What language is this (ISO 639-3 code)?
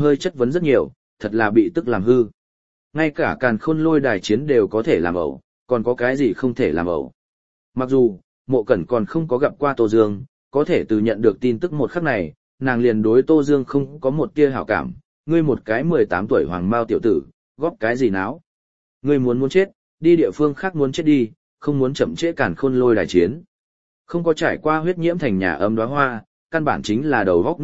vie